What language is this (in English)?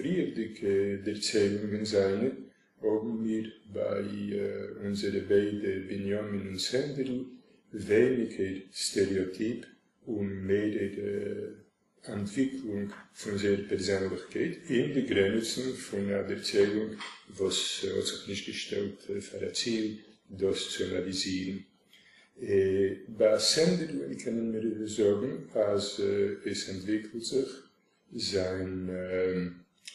Yiddish